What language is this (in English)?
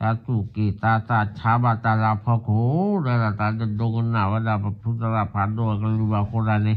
S'gaw Karen